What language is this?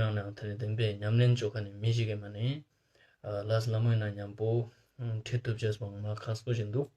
Ladakhi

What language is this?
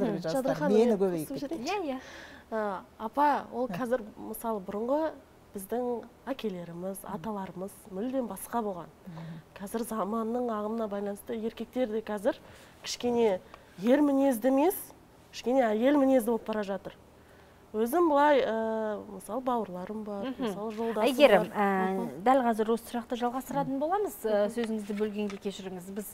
Kazakh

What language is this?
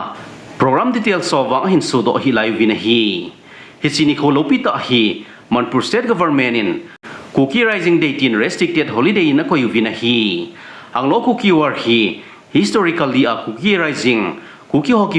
Thado Chin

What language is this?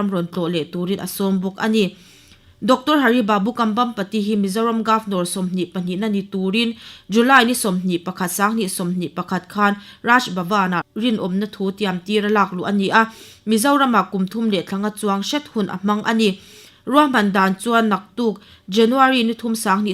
Mizo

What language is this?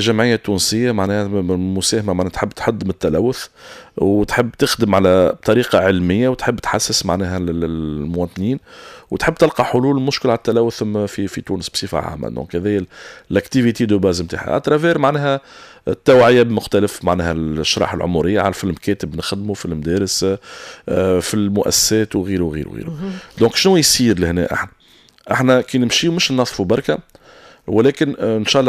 Tunisian Arabic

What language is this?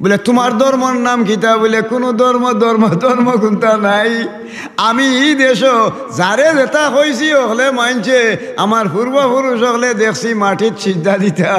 Sylheti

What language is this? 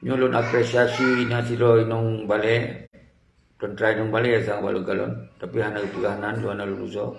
Achinese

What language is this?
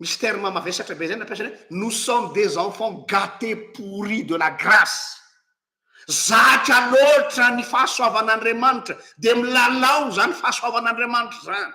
Malagasy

